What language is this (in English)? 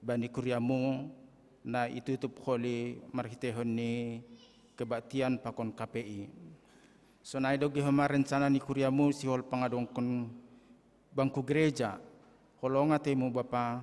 Batak Simalungun